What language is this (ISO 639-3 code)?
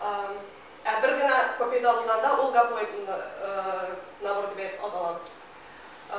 tat